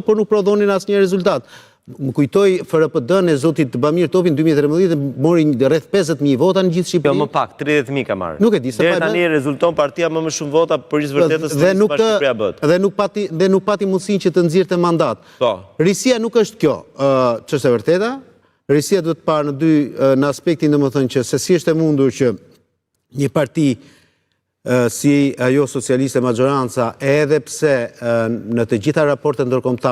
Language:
Albanian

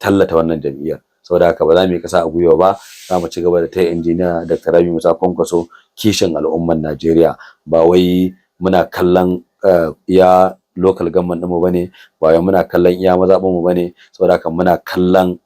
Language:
Hausa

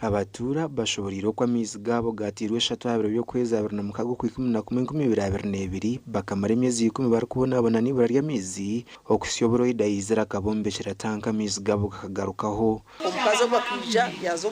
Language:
Nyankole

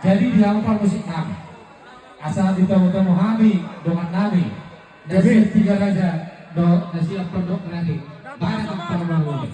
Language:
Batak Toba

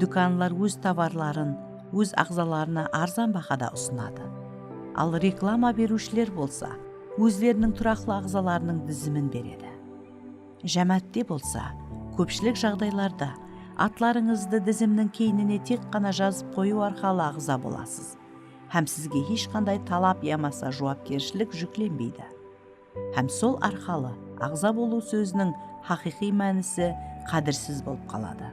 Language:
Kara-Kalpak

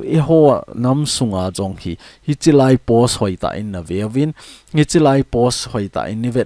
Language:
Thado Chin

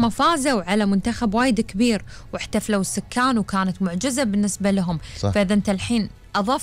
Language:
Gulf Arabic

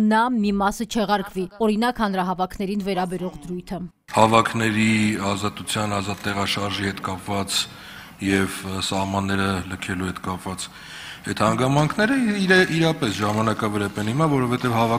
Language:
Armenian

